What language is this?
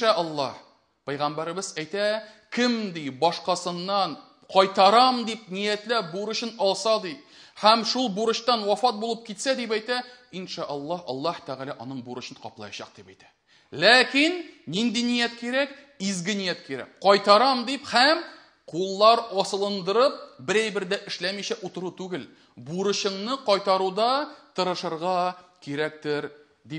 Tatar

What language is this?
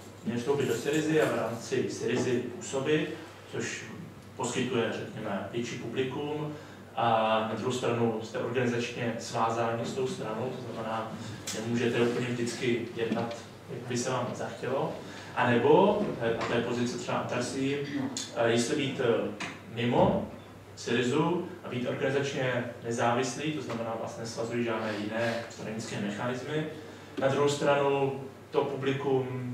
Czech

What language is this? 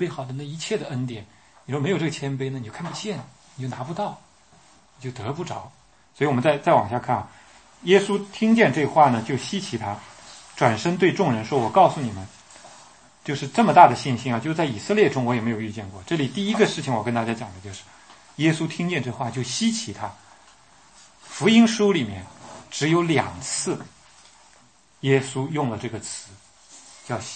Chinese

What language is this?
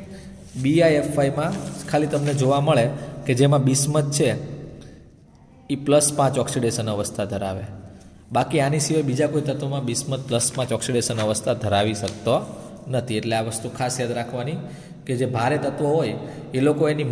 Gujarati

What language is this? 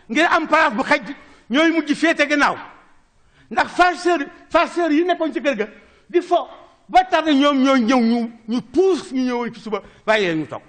Wolof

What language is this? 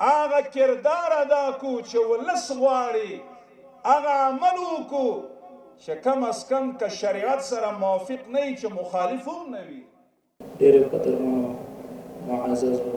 Pashto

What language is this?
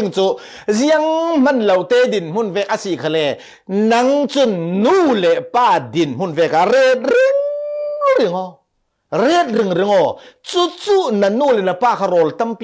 Falam Chin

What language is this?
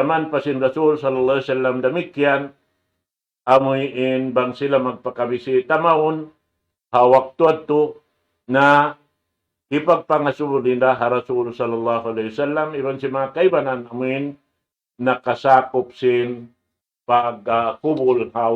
Tausug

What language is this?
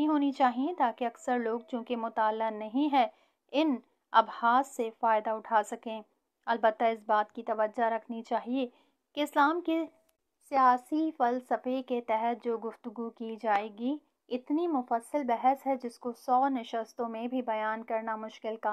Urdu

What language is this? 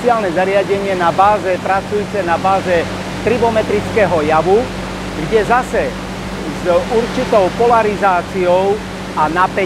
Slovak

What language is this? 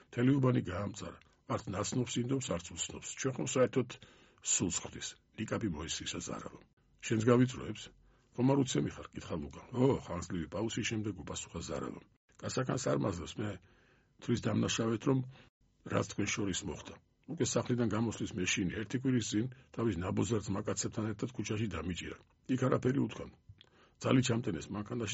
Georgian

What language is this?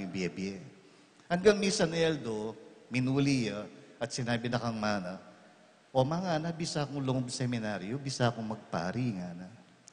Pampanga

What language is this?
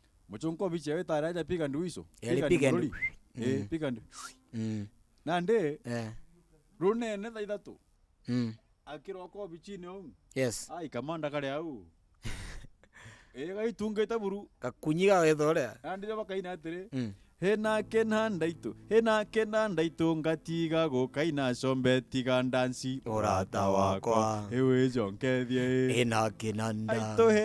Meru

